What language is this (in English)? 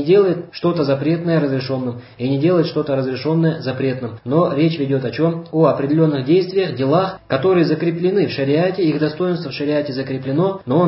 Russian